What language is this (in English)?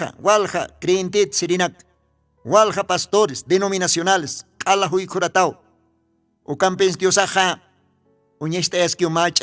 Aymara